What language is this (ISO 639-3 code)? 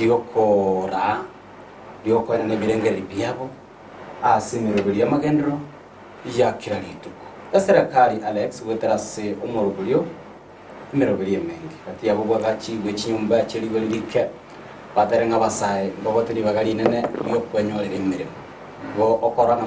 guz